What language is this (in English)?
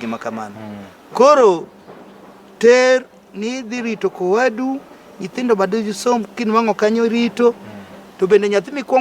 Luo (Kenya and Tanzania)